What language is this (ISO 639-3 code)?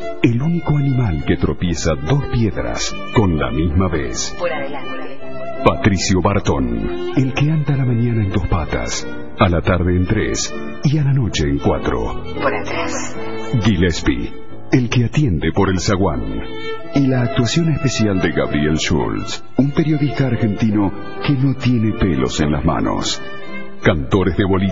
spa